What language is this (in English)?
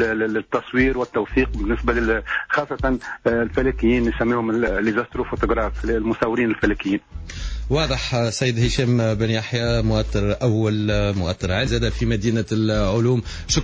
Tunisian Arabic